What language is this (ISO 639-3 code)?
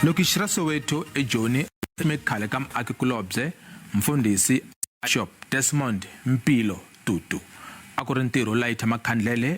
tso